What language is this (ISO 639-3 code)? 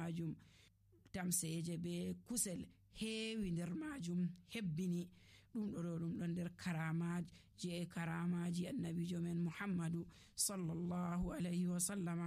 fuv